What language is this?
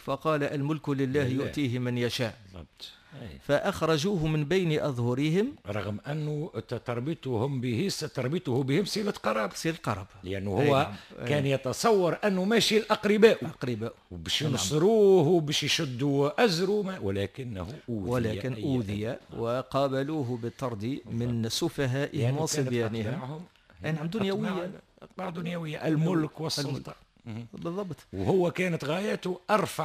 Tunisian Arabic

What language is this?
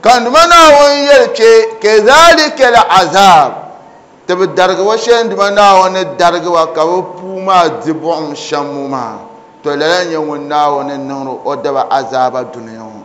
Dagbani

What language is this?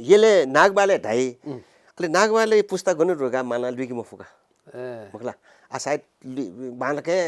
Newari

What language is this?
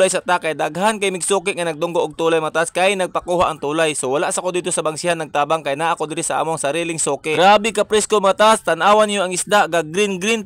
Cebuano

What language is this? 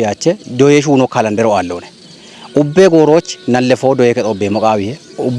Kafa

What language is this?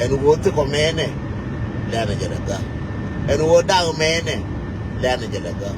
Nuer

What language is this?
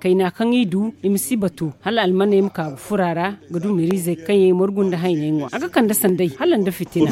Zarma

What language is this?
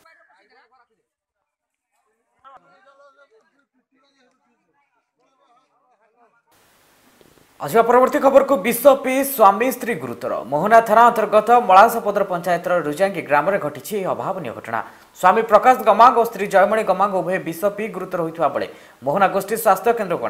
Odia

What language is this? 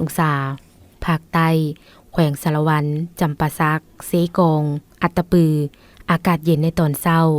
Lao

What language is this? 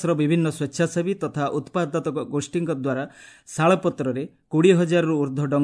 Odia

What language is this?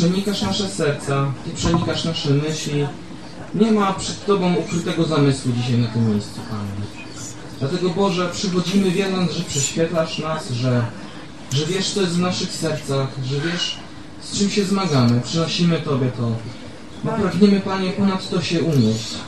Polish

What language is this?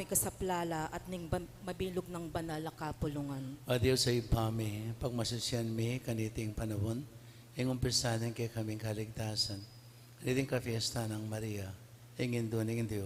Pampanga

